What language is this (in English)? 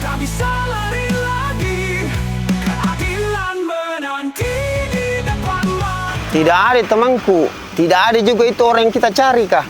Makassar Malay